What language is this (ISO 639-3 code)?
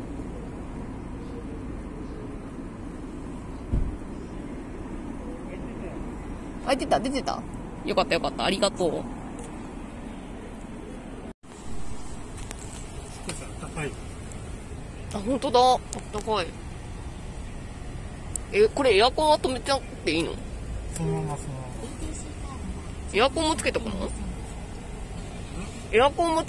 jpn